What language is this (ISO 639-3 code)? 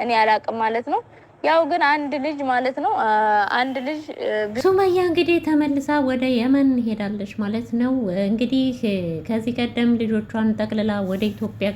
amh